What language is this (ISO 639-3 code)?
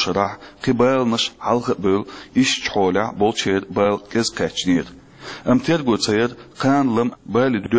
che